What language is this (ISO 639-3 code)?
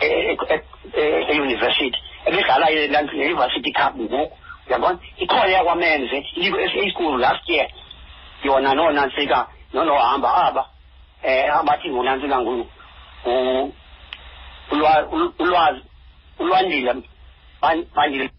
xho